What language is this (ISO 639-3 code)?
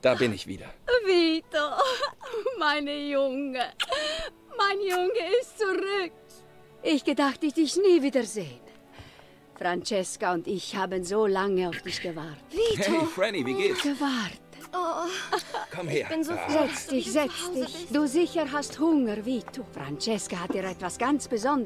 gsw